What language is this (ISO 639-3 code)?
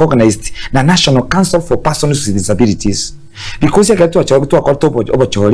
guz